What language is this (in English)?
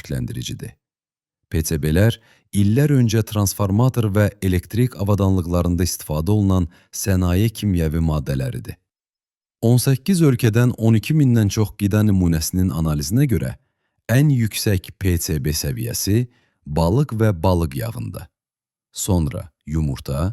Azerbaijani